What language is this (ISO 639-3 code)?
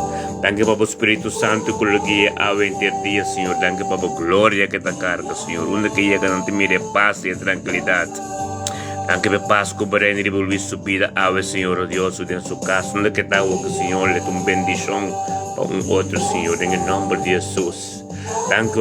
pap